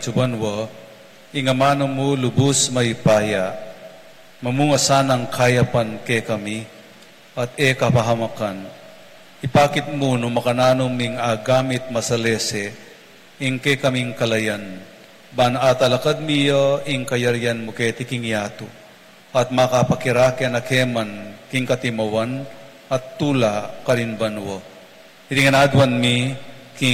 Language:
Pampanga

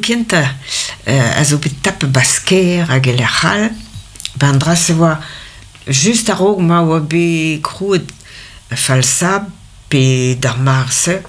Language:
Breton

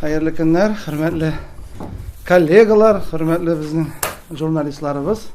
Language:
Tatar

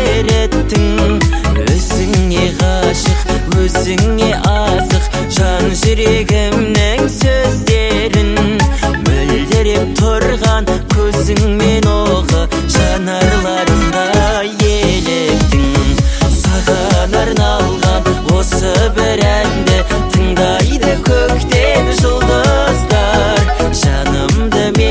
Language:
Kazakh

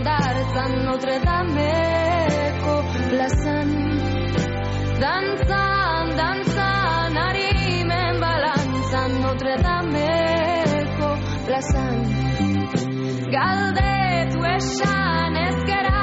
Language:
Basque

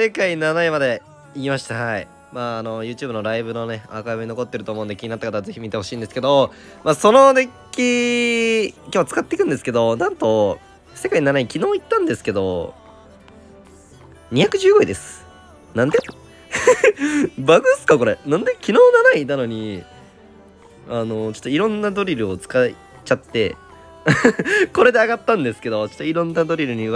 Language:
Japanese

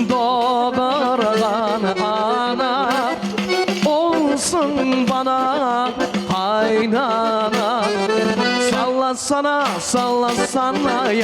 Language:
Crimean Tatar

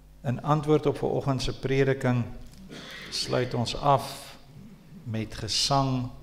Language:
Afrikaans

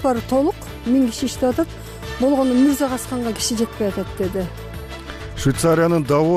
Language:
Kyrgyz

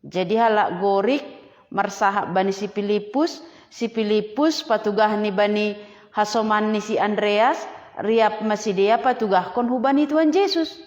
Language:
Batak Simalungun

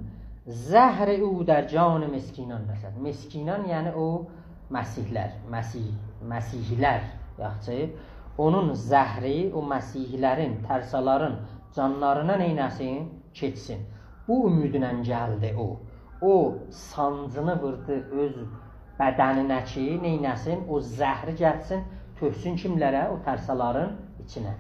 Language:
South Azerbaijani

